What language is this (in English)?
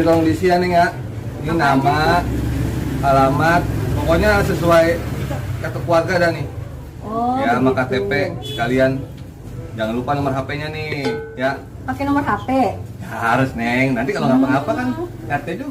Betawi